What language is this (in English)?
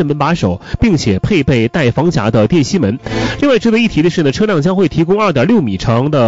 Chinese